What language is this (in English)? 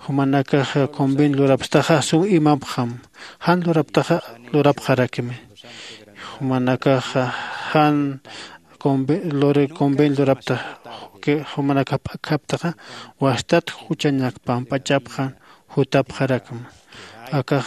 Aymara